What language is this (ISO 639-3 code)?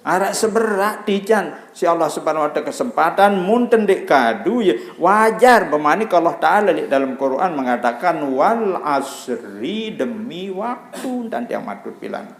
sas